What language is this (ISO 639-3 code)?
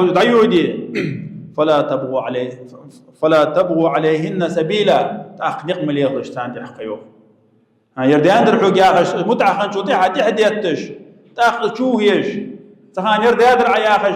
inh